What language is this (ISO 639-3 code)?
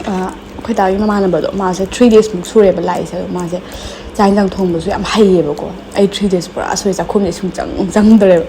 mni